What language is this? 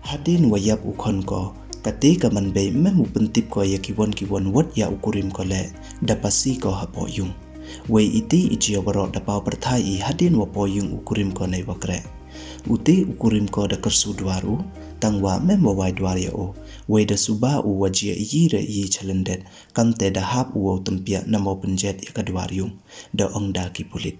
Pnar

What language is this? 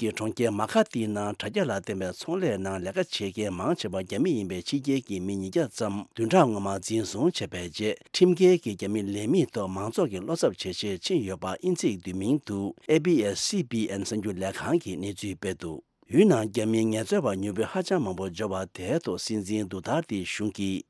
Tibetan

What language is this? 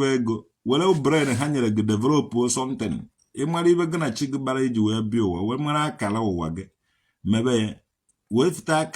Igbo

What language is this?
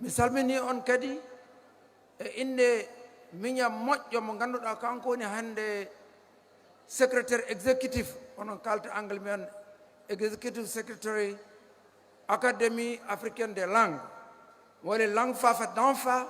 Fula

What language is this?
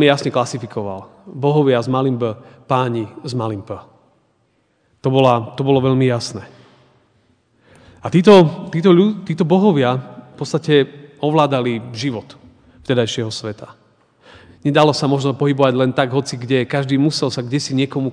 Slovak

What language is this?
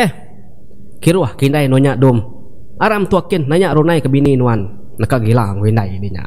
Iban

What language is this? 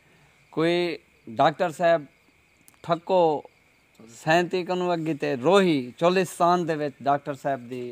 Saraiki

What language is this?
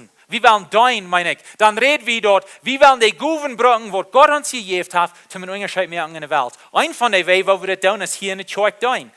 Plautdietsch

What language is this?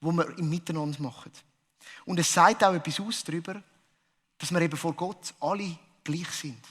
Swiss German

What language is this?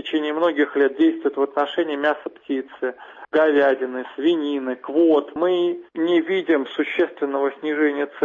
Russian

